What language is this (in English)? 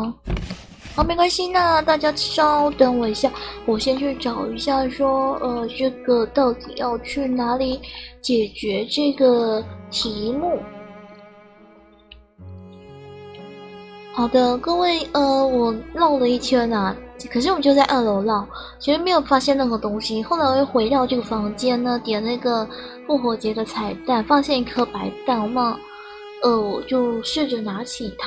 Chinese